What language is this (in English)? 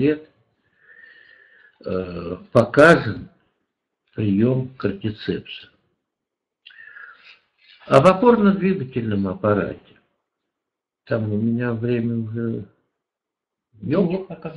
Russian